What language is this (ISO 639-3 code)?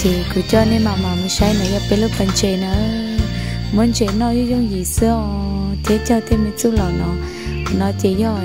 hmn